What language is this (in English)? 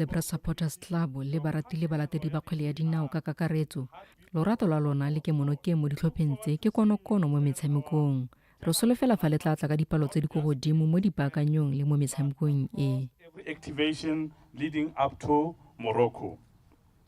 Tswana